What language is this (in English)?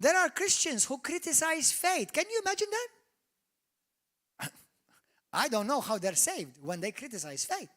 English